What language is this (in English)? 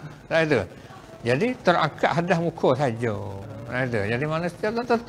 Malay